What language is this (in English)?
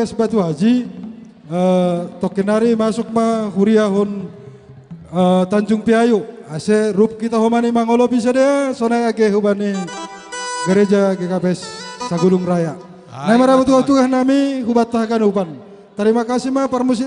Batak Simalungun